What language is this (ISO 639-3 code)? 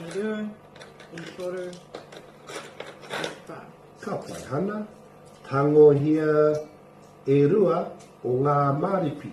mri